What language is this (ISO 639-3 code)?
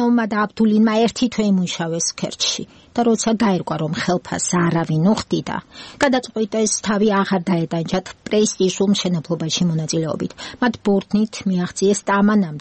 kat